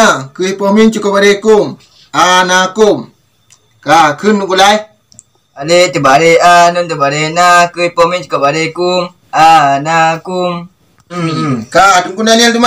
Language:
Achinese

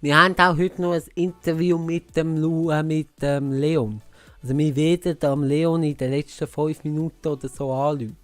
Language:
Swiss German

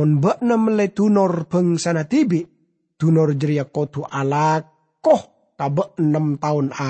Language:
Madurese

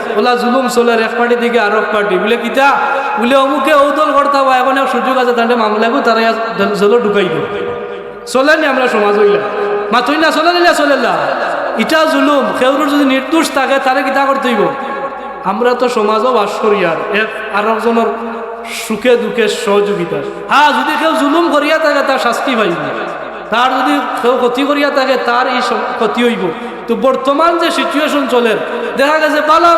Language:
Sylheti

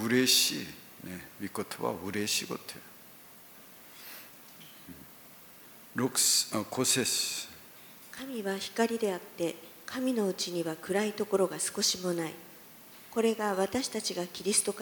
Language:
Japanese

